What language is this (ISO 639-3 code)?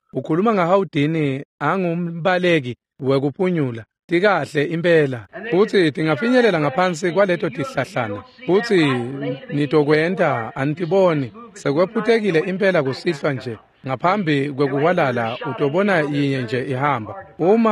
ssw